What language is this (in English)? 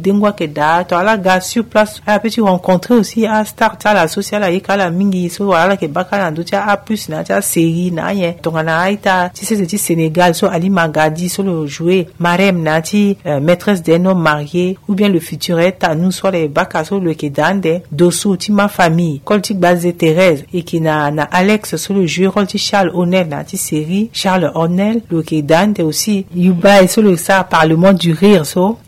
Sango